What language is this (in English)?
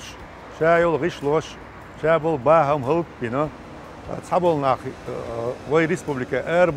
Chechen